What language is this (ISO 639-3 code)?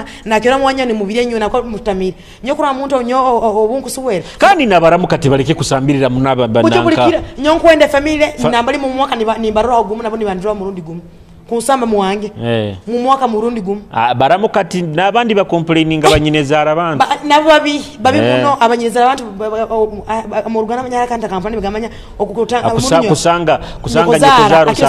nyo